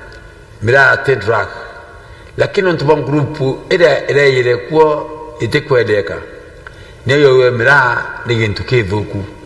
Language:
Meru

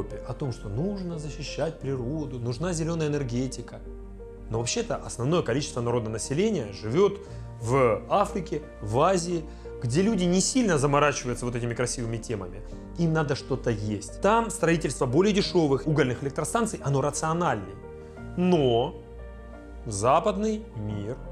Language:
Russian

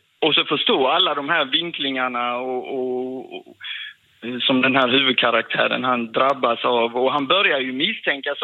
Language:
Swedish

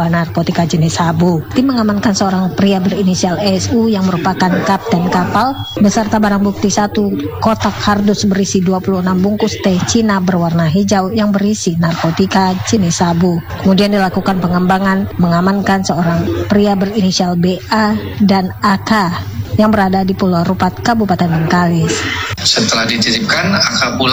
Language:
Indonesian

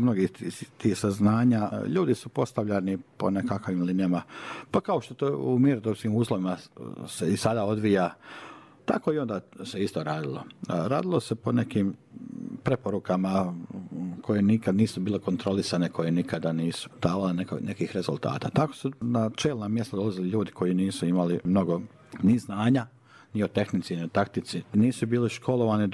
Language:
Bosnian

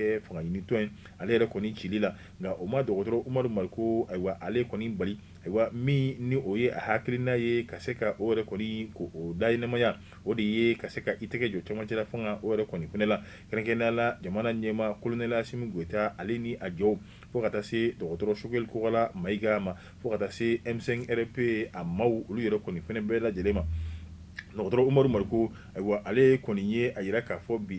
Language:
Bambara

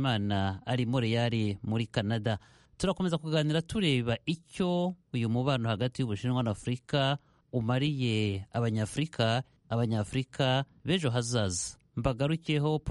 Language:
Kinyarwanda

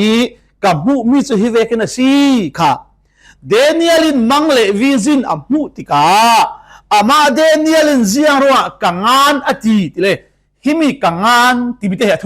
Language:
Falam Chin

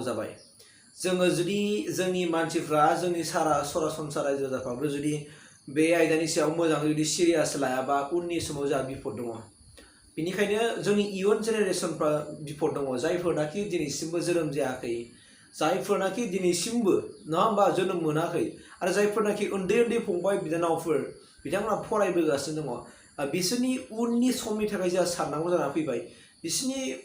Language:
Bodo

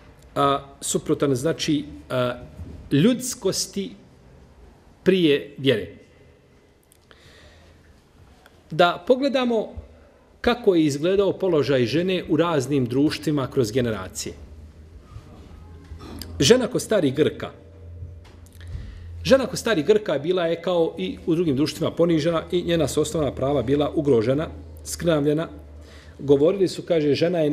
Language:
Bosnian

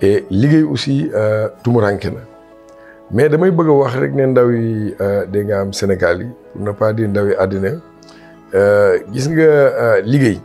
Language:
Wolof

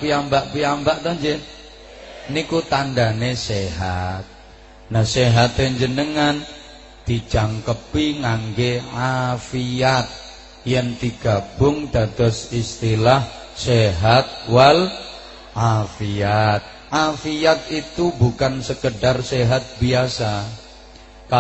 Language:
Javanese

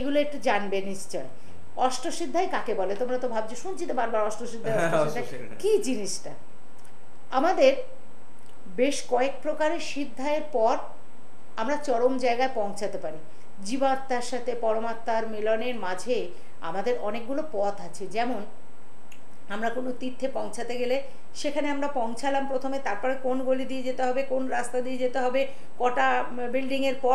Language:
Bangla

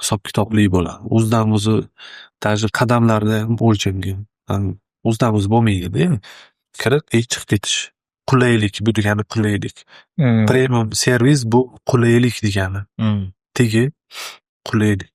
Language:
Uzbek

